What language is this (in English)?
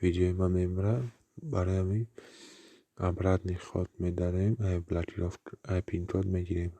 Tajik